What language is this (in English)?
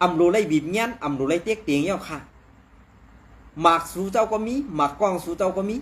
Shan